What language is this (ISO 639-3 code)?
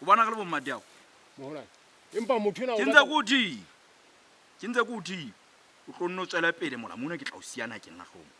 sot